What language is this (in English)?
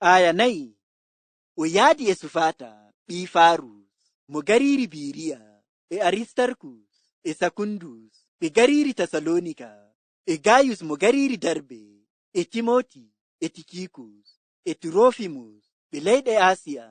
Fula